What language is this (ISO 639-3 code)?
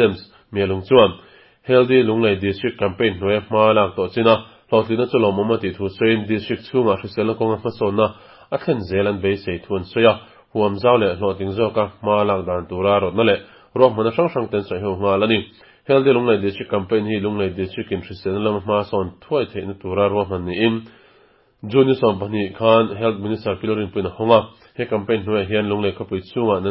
lus